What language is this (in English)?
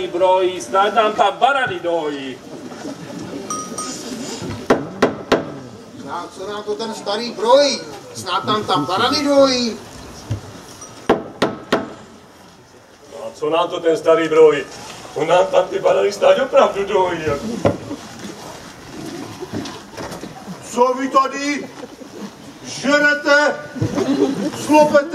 Czech